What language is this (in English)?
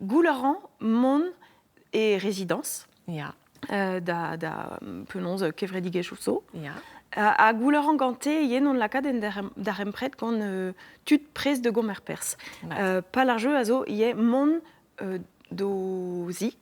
Breton